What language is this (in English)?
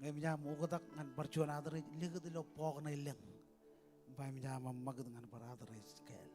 Marshallese